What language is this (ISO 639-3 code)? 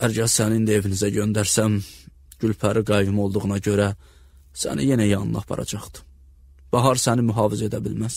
aze